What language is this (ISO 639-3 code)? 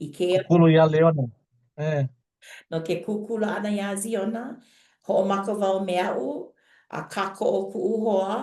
haw